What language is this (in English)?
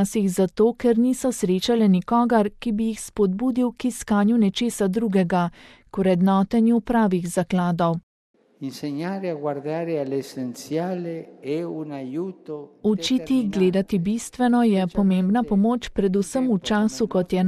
Slovenian